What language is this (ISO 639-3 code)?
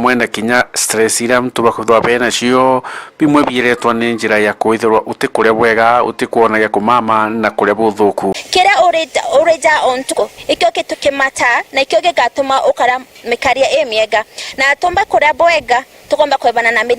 mer